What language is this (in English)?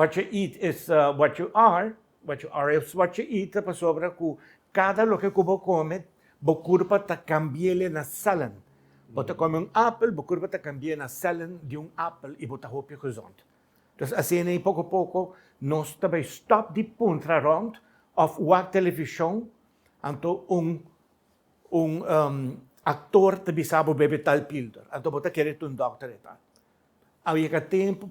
Papiamento